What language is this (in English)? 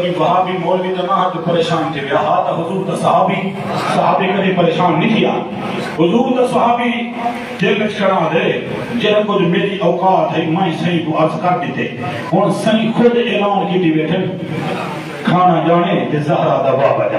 Saraiki